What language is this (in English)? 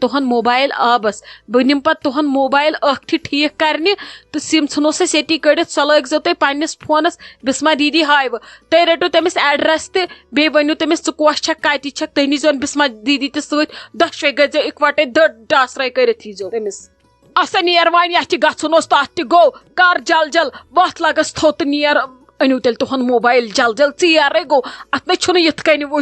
Kashmiri